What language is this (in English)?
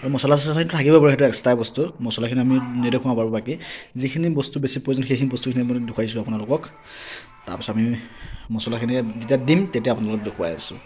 Assamese